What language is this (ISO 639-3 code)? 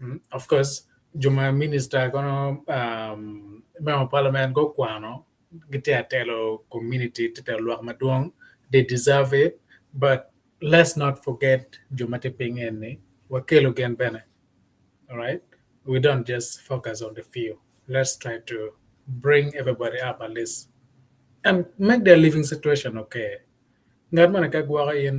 ach